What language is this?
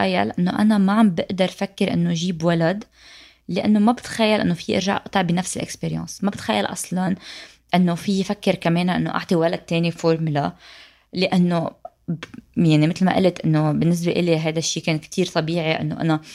North Levantine Arabic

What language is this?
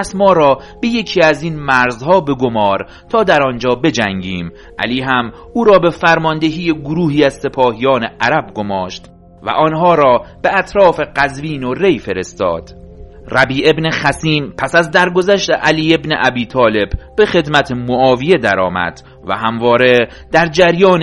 Persian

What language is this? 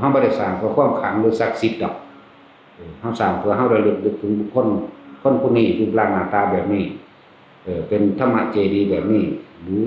Northeastern Thai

